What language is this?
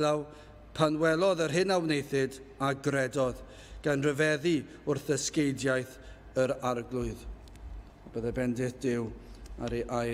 Welsh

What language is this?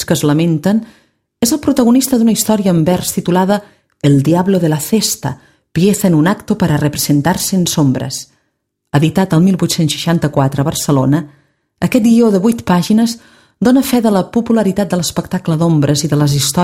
Catalan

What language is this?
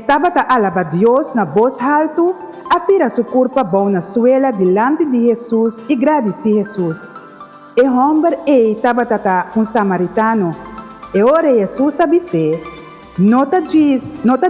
Papiamento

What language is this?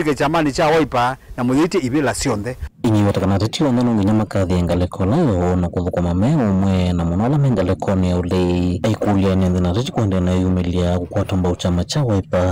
Kamba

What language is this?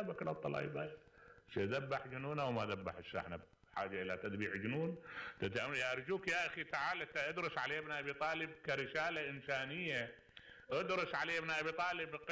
Mesopotamian Arabic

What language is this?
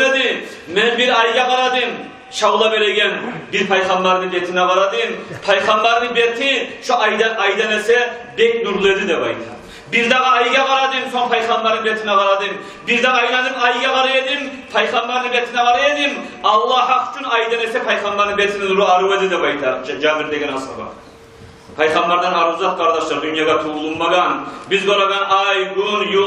Kumyk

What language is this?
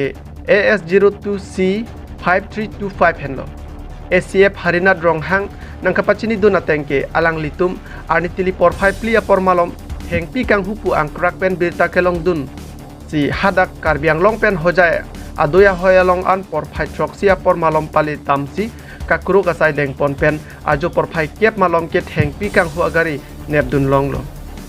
Karbi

